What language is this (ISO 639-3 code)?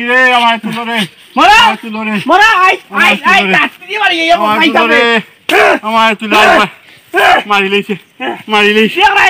syl